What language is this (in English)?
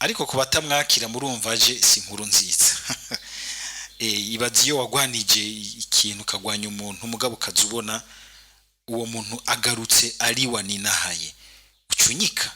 Rundi